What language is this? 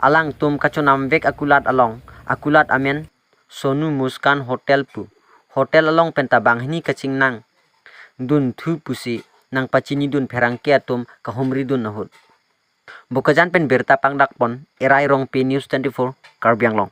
Karbi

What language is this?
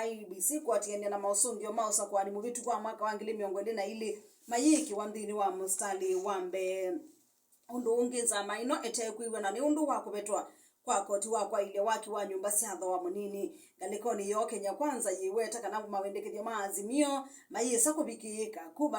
Kamba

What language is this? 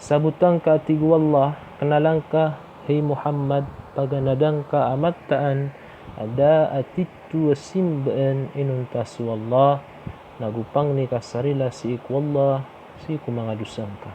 Maranao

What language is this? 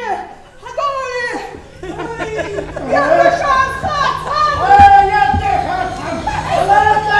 Ingush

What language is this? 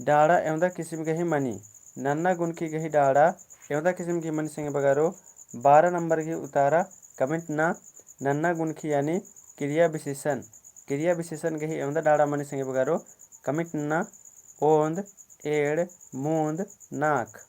Kurukh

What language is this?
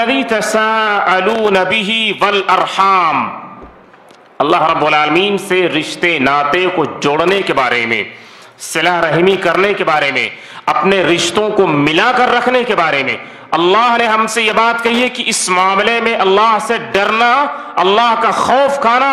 Urdu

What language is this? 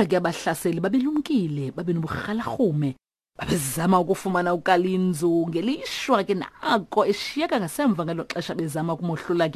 Xhosa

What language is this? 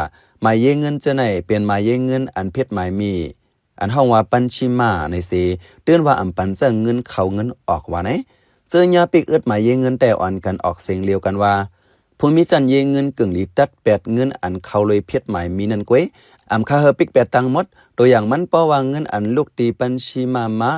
Shan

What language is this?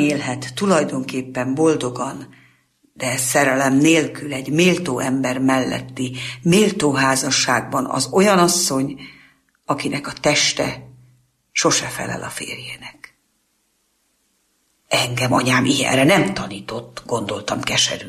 Hungarian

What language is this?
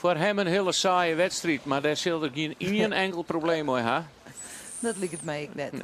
Western Frisian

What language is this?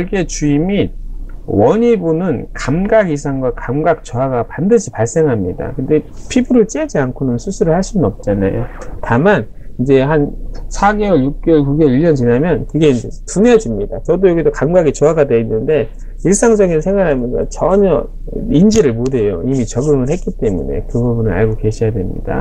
Korean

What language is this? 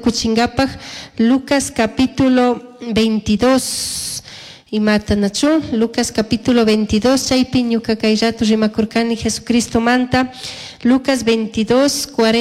Chimborazo Highland Quichua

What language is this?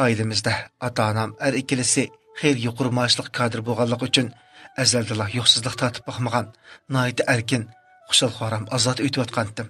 Uyghur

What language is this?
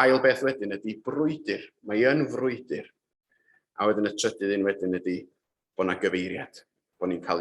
Welsh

